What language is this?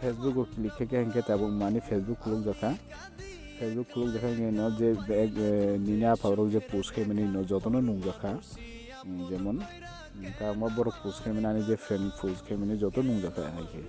Kok Borok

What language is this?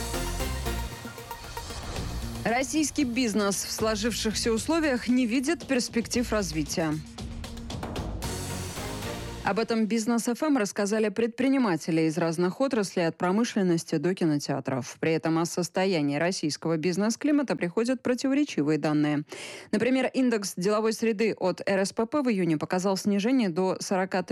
Russian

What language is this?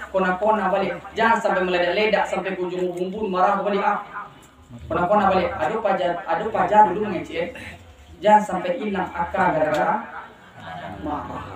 Minangkabau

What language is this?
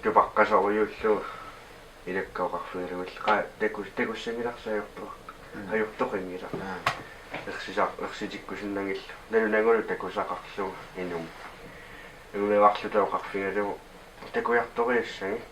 Kalaallisut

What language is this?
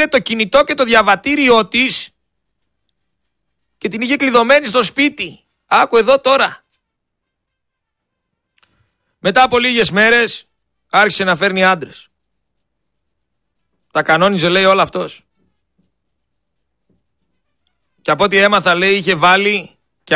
Greek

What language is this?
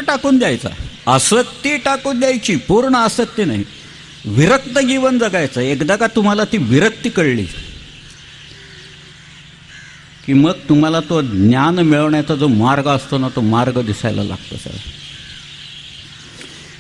Marathi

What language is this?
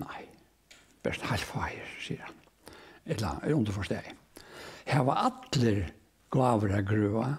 Faroese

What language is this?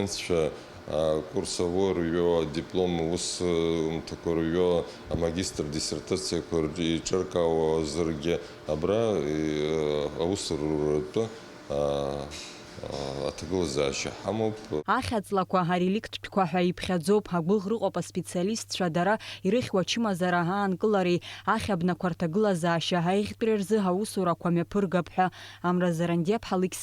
Abkhazian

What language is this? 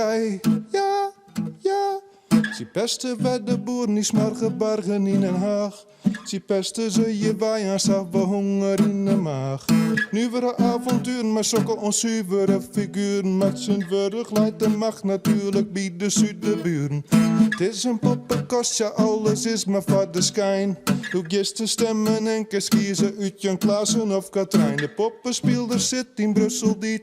Western Frisian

